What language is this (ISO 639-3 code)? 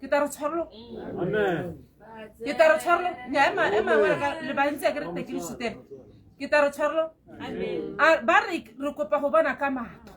tsn